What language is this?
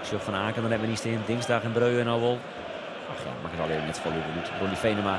Western Frisian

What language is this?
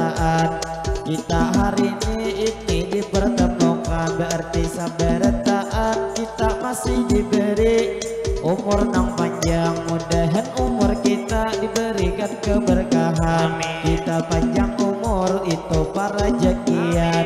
Banjar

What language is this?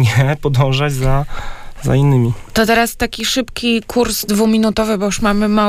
Polish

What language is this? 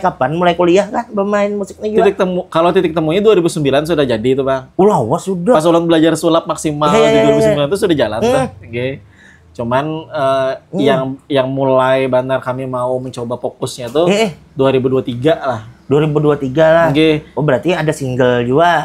Banjar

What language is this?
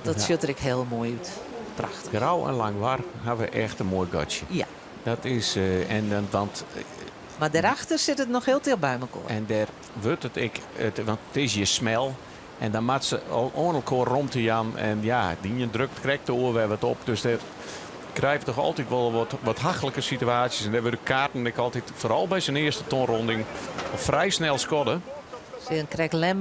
Western Frisian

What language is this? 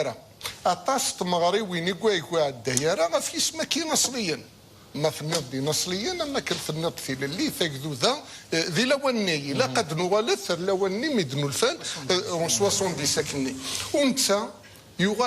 Kabyle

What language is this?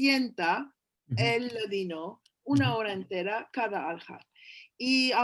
Ladino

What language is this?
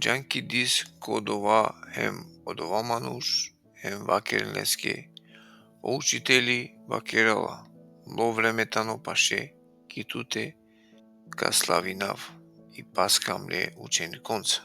Balkan Romani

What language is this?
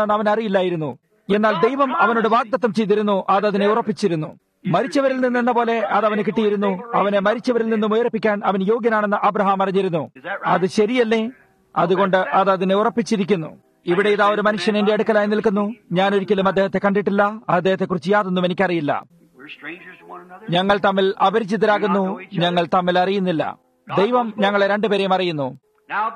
Malayalam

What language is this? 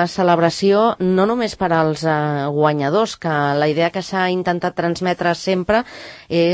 Catalan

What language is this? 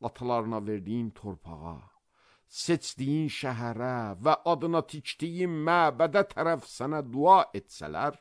Azerbaijani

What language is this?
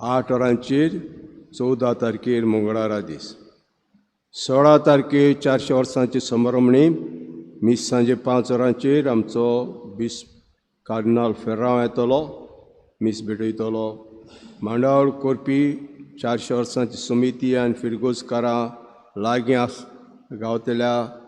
Konkani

